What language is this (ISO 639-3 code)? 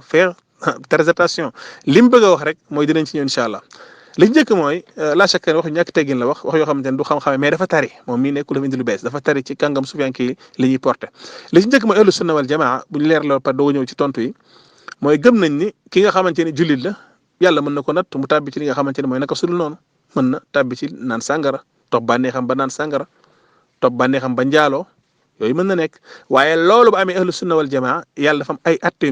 wol